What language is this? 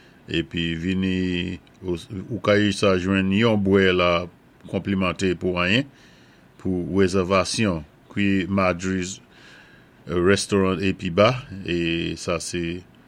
Saint Lucian Creole French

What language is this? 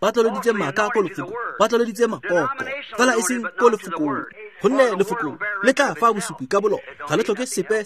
Tswana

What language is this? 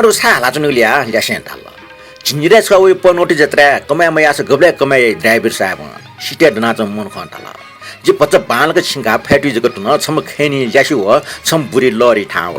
Newari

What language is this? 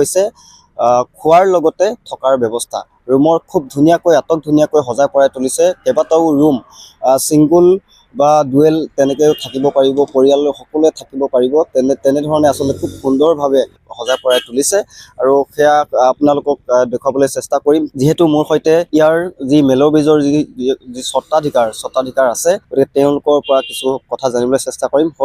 Assamese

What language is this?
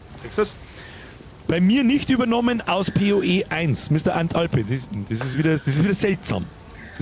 Bavarian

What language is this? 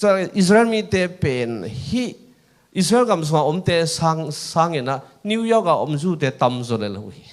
Tedim Chin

